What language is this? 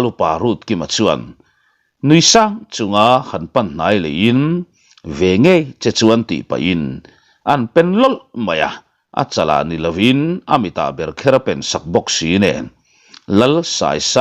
Mizo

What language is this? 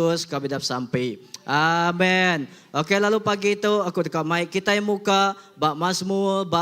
Iban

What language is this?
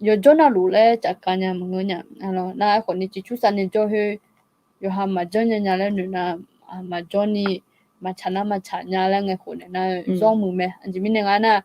Akha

